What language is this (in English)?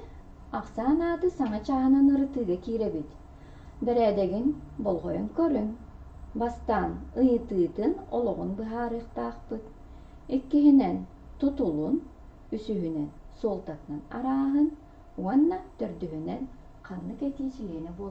Yakut